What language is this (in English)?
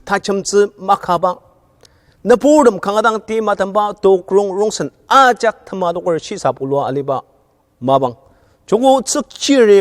Ao Naga